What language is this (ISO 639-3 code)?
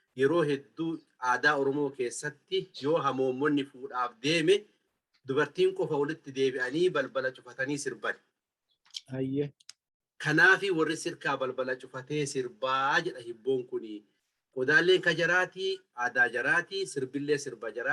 orm